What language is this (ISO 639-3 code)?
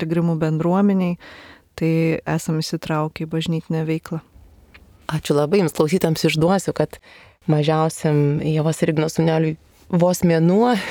lit